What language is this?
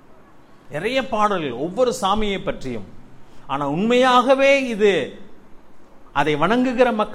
Tamil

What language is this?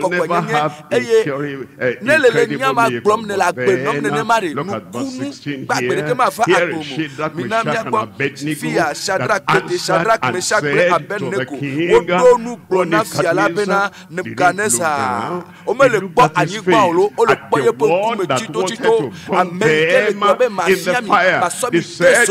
Ewe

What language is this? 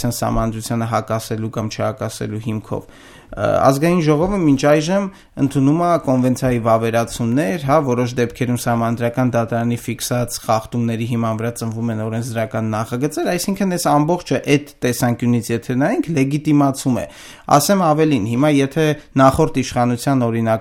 Armenian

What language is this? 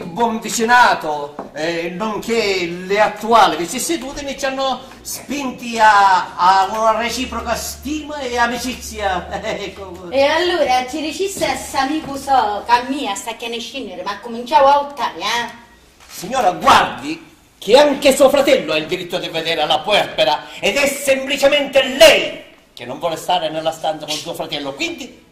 Sicilian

